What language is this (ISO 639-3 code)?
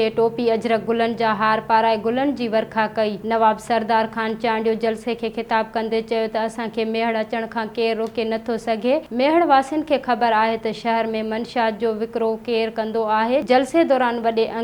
snd